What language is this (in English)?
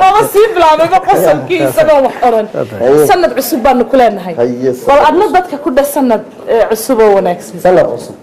Somali